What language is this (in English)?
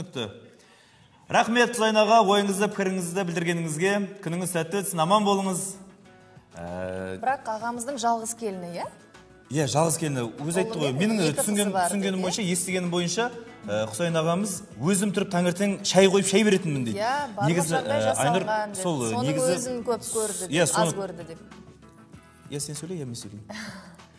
Kazakh